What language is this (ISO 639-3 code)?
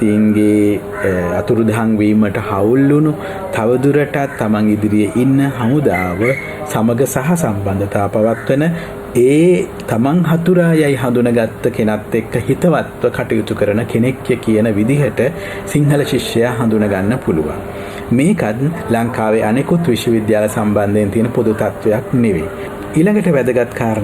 sin